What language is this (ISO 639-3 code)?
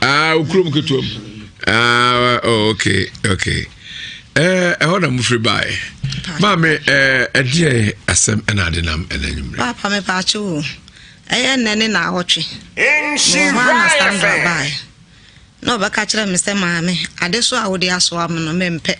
aka